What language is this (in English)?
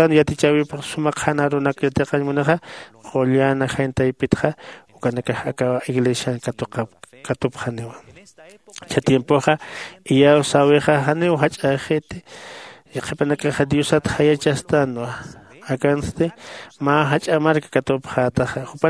Aymara